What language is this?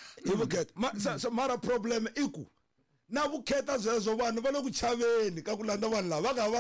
Tsonga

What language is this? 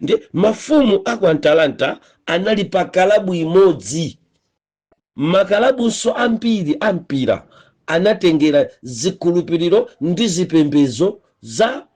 Nyanja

